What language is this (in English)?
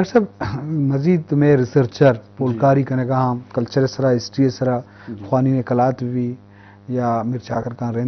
Eastern Balochi